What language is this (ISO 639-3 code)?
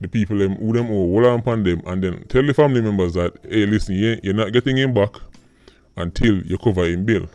jam